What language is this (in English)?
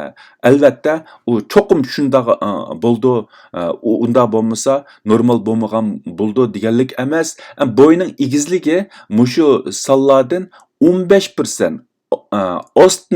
Uyghur